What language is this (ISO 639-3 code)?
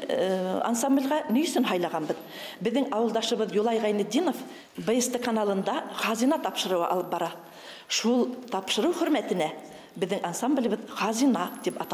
bak